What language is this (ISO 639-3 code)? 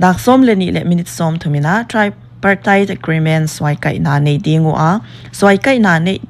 pck